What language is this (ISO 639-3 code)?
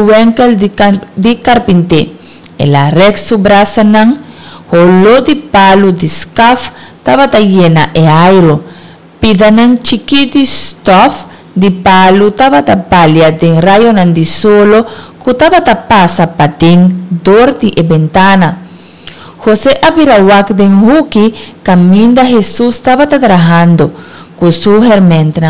pap